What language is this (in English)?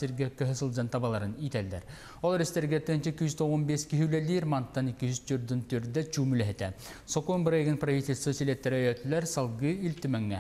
Yakut